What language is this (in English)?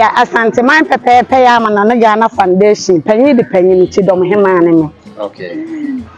Akan